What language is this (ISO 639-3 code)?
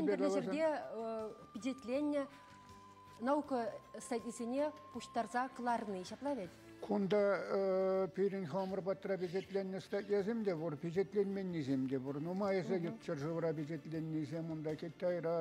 chv